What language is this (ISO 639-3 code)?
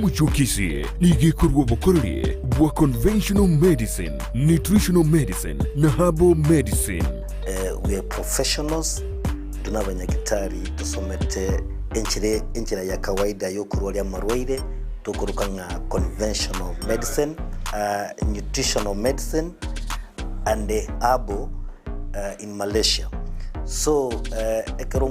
guz